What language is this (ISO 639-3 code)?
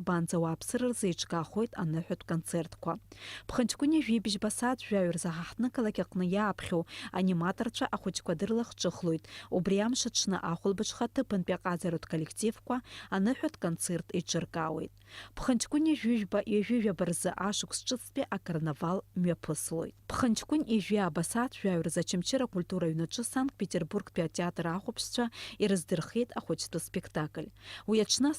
abk